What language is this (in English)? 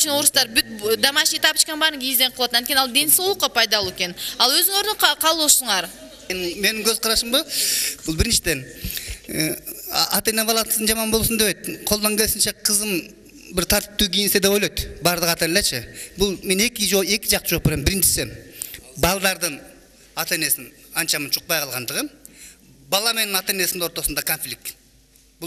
Kyrgyz